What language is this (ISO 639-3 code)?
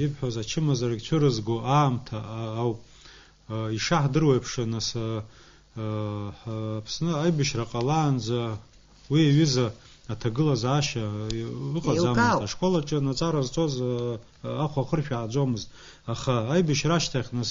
abk